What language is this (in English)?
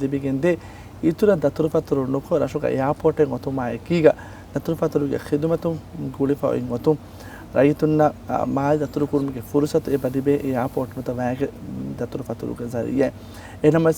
Divehi